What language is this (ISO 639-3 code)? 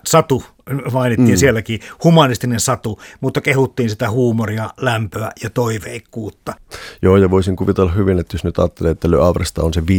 fin